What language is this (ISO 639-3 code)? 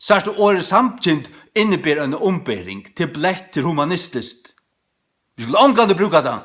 fao